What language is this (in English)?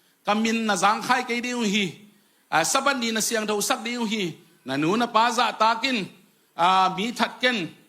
Tedim Chin